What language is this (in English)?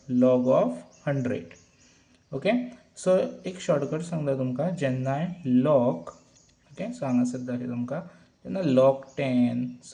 Konkani